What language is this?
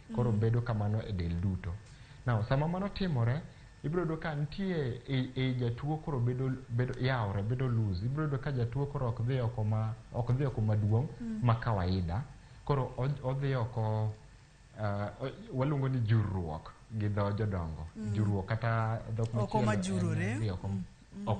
Luo (Kenya and Tanzania)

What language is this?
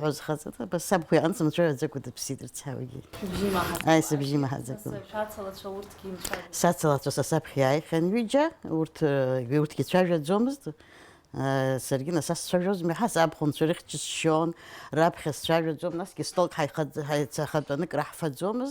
Abkhazian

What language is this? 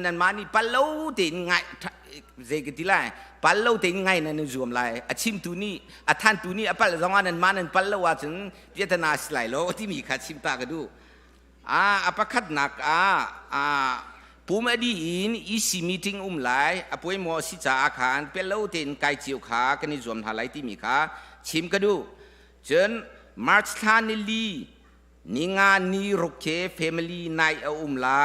Hakha Chin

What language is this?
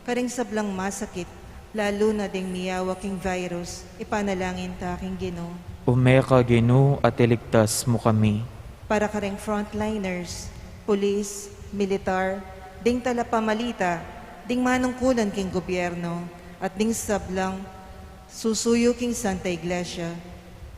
Pampanga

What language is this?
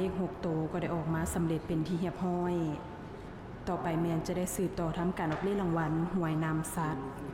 Lao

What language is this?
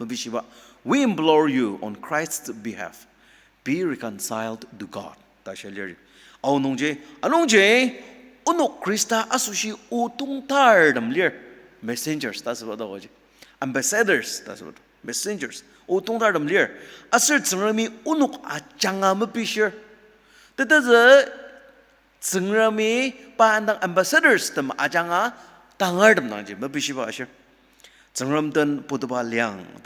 Ao Naga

